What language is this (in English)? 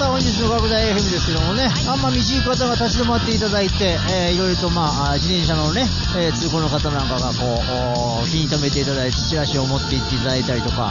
Japanese